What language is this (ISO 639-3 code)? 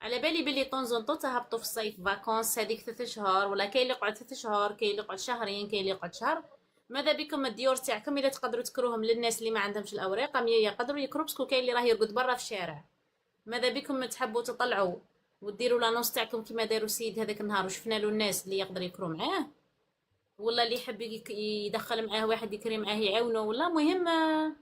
arq